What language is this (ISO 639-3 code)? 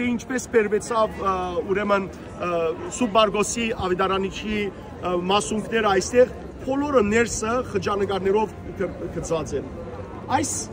hyw